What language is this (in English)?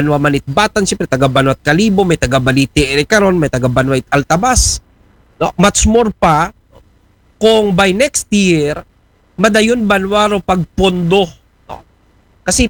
Aklanon